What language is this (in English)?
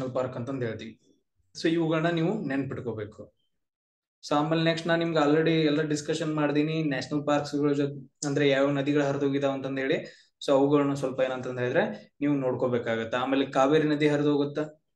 Kannada